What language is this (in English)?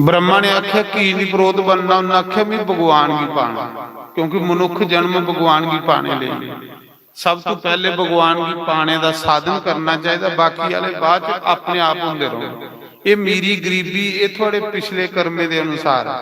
Dogri